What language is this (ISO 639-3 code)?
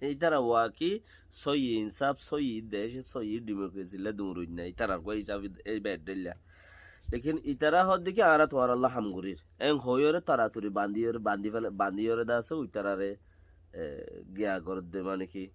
rhg